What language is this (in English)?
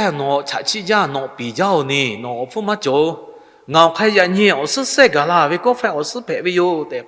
Lahu